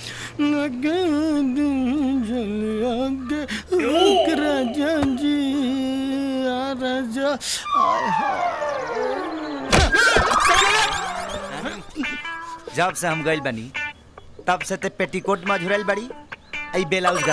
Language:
Bhojpuri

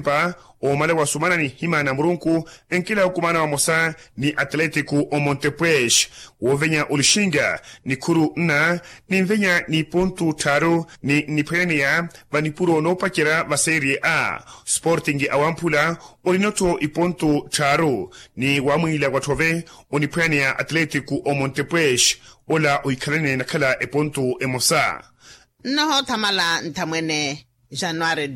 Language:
Makhuwa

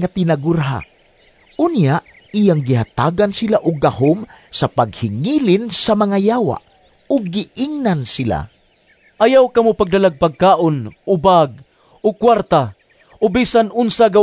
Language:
Cebuano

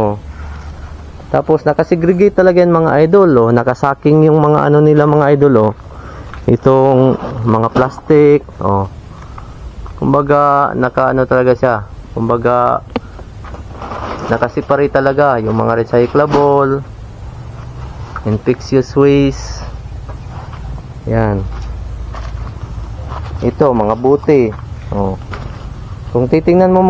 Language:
Filipino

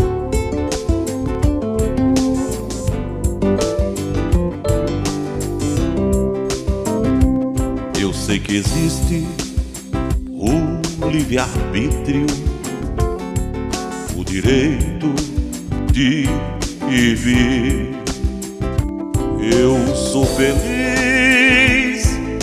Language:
Portuguese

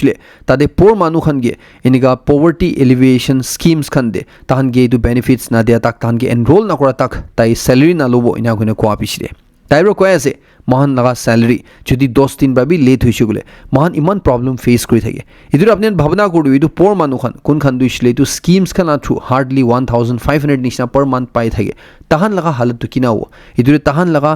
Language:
Naga Pidgin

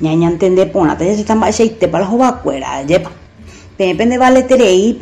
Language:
Guarani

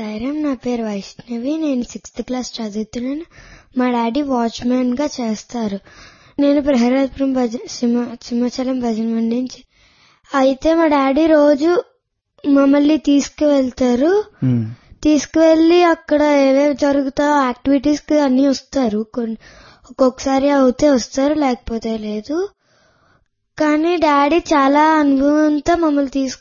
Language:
Telugu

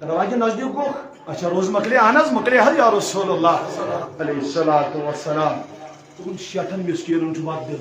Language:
Kashmiri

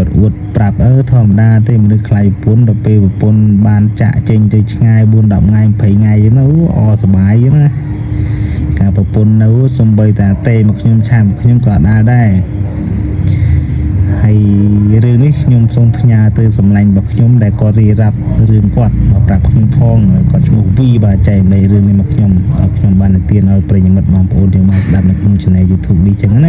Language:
Khmer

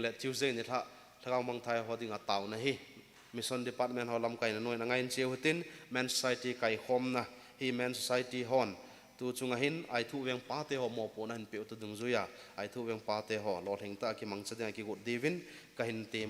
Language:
Thado Chin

